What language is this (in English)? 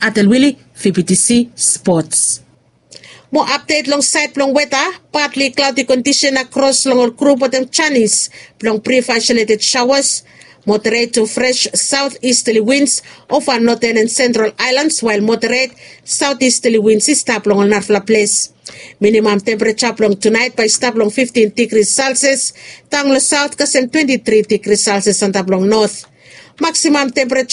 Bislama